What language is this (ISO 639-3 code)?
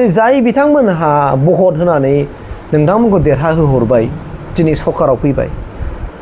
brx